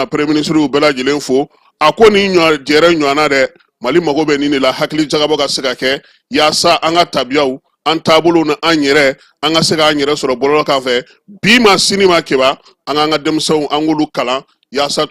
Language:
Bambara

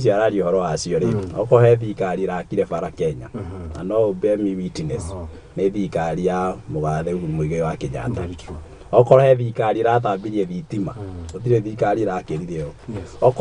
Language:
Kikuyu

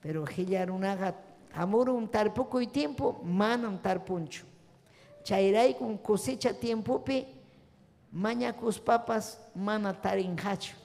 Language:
Ayacucho Quechua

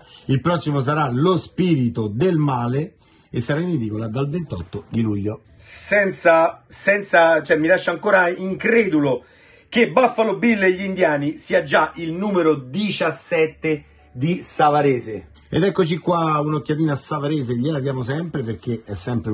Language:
Italian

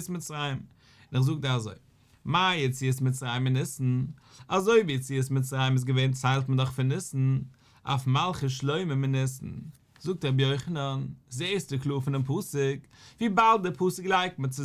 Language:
Yiddish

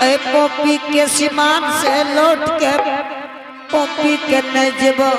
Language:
Angika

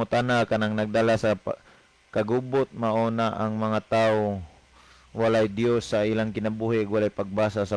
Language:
Cebuano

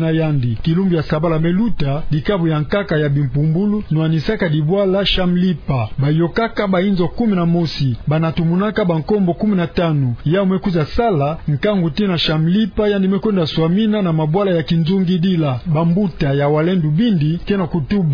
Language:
Kituba (Democratic Republic of Congo)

